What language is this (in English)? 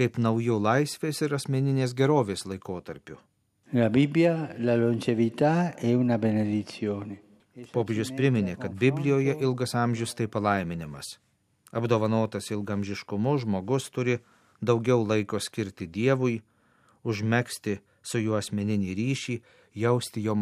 Lithuanian